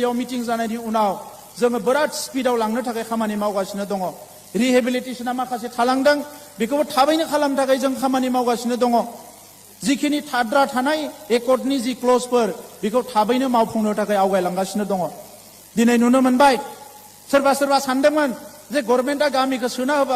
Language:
Bodo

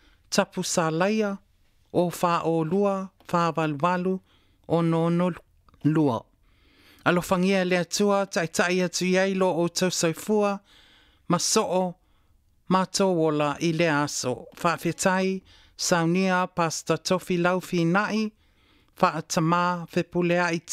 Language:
Samoan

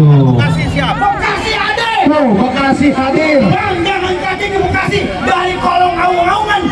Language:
Betawi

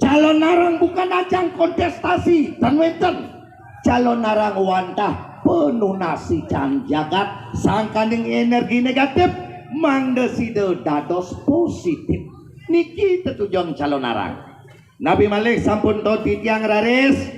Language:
Balinese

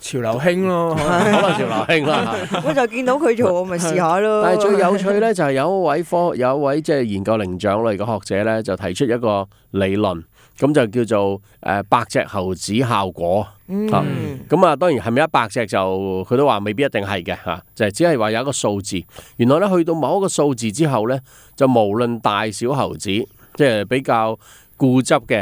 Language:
Cantonese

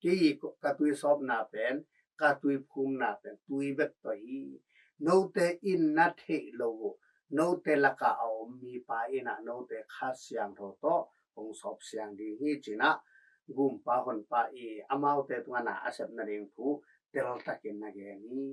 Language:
Tedim Chin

